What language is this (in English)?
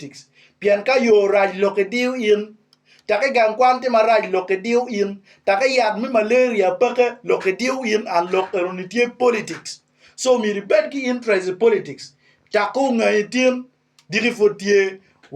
Acoli